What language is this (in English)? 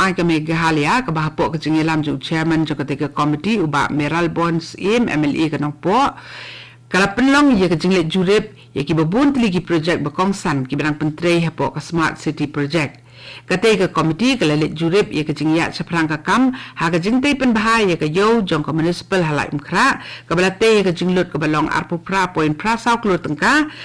Khasi